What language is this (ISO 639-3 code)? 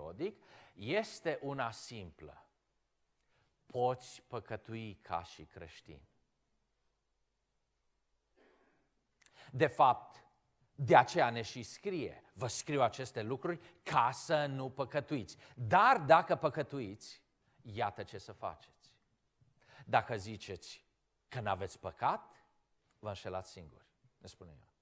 ron